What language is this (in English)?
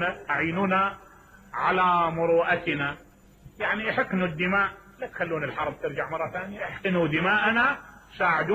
Mesopotamian Arabic